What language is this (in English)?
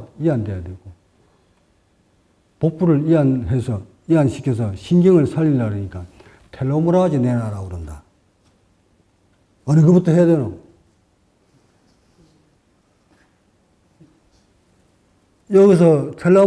Korean